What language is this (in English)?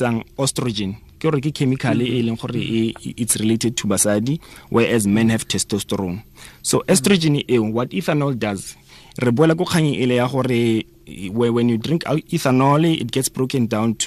Tswana